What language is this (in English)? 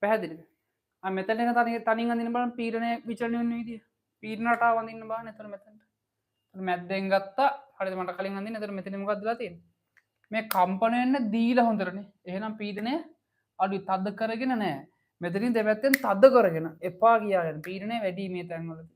Sinhala